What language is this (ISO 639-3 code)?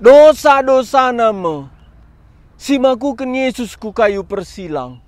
btx